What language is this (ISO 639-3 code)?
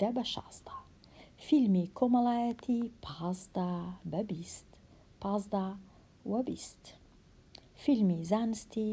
ckb